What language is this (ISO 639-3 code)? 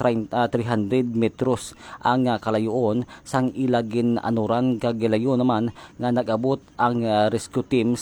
hil